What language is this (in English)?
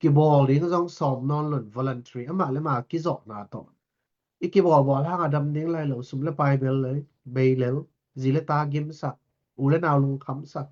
Tedim Chin